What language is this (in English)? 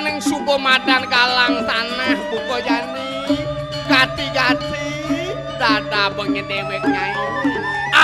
Balinese